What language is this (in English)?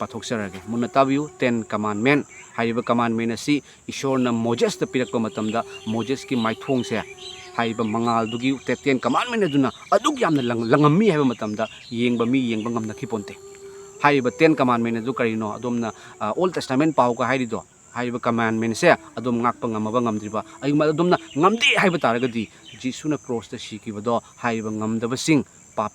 Manipuri